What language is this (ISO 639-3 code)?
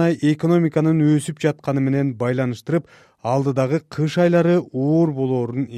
kir